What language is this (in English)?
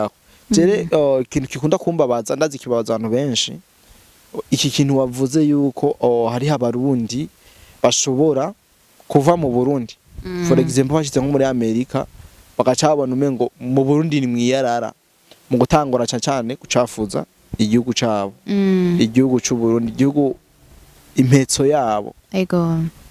Rundi